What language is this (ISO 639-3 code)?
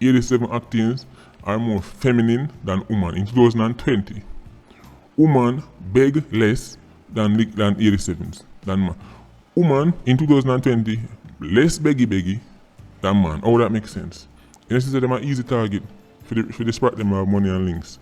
jam